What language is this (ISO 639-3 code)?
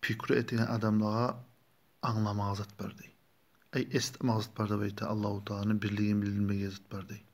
kum